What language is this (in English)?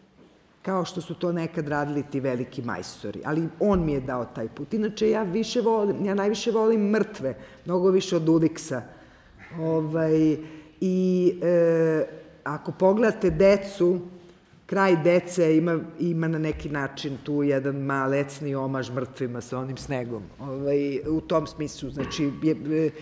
Serbian